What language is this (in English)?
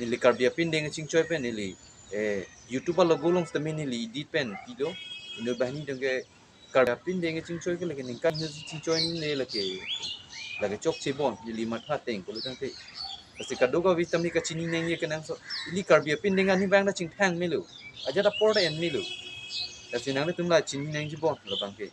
Karbi